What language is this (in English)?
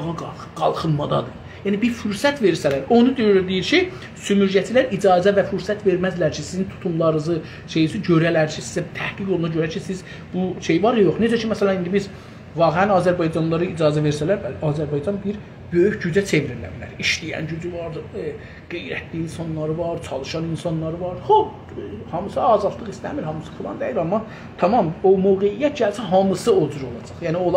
South Azerbaijani